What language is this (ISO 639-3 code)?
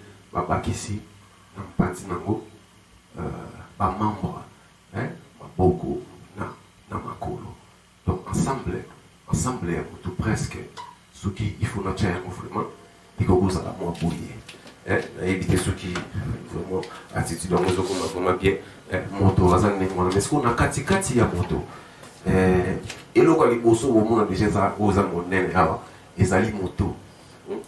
lin